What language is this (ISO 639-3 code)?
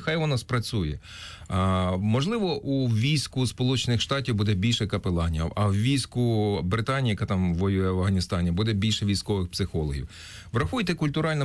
ukr